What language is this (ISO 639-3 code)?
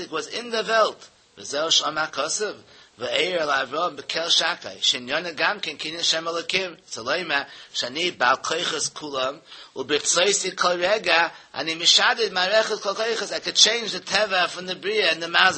yid